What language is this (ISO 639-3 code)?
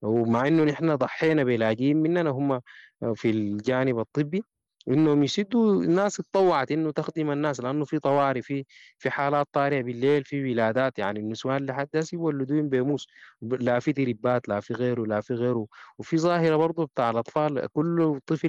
apd